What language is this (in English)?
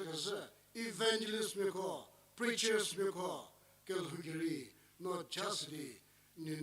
Angami Naga